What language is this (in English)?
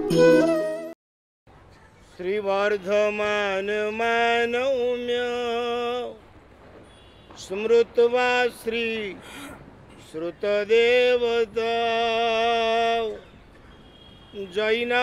Gujarati